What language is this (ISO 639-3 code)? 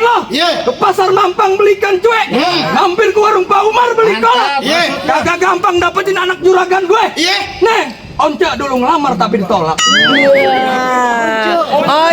bew